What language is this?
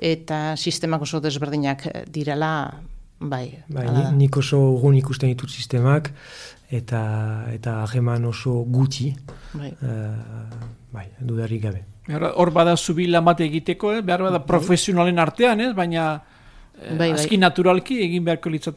Basque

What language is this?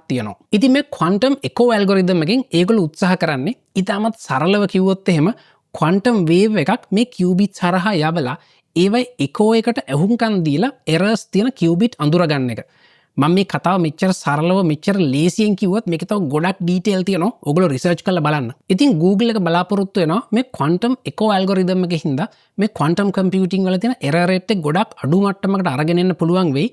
Sinhala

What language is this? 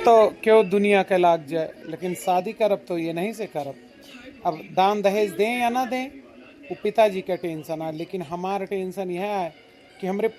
Awadhi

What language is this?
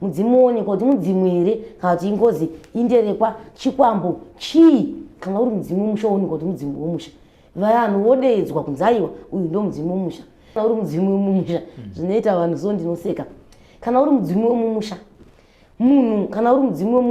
Shona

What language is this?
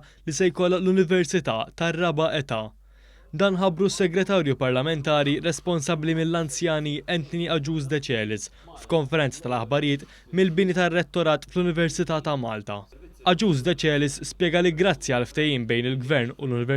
Maltese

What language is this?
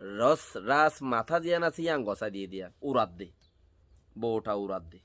Rohingya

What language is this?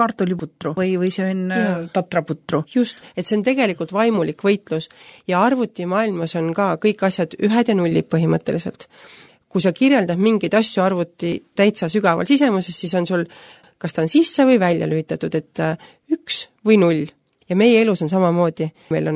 Estonian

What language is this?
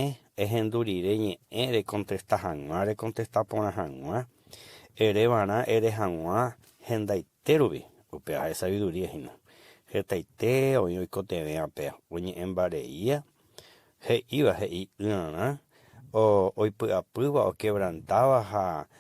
Guarani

